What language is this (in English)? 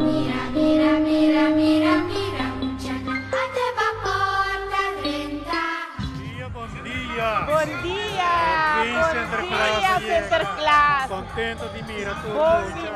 Papiamento